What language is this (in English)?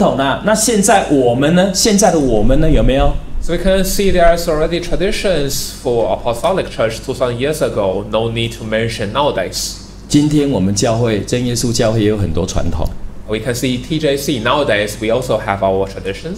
Chinese